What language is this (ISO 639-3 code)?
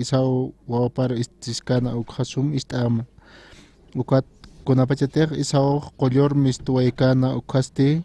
aym